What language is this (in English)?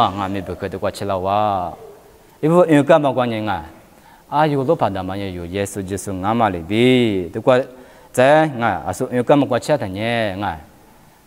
Lisu